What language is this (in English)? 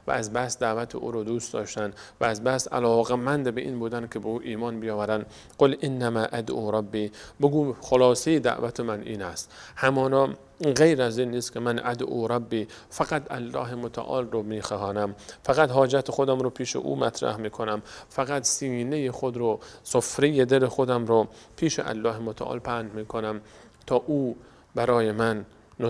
Persian